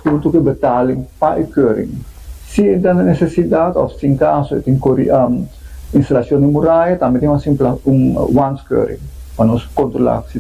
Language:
Papiamento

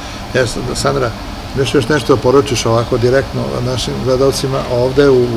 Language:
Serbian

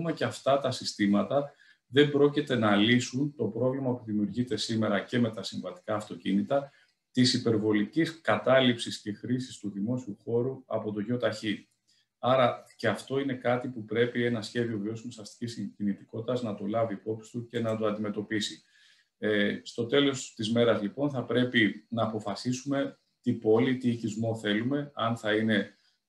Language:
Greek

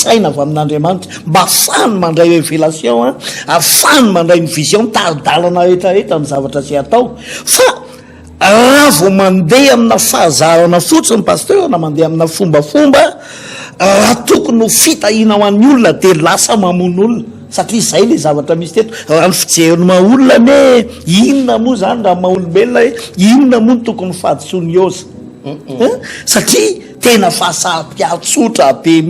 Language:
Malagasy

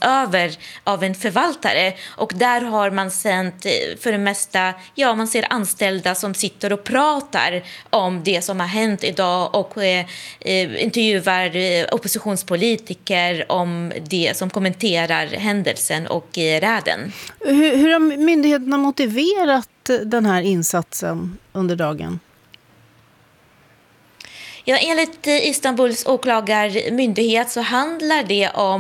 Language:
Swedish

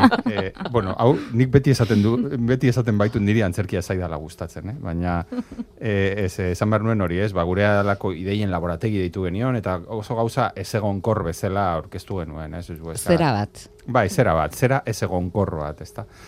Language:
Basque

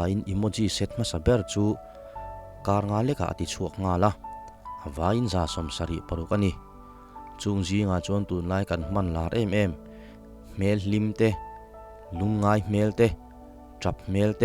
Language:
Mizo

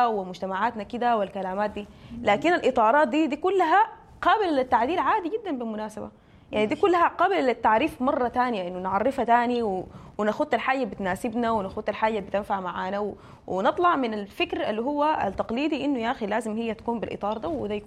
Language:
Sudanese Arabic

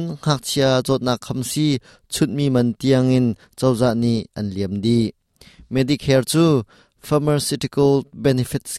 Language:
Hakha Chin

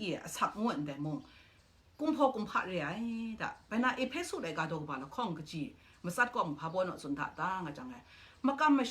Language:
Kachin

